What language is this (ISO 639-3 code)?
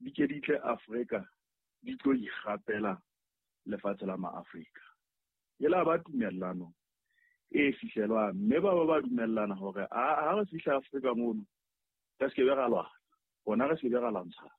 sot